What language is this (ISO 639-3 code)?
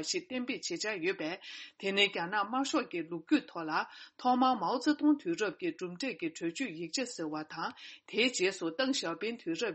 bod